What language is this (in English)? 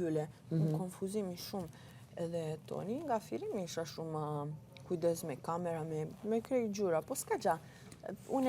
Albanian